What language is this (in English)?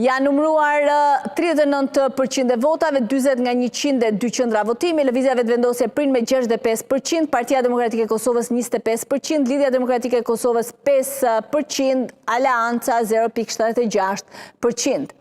Albanian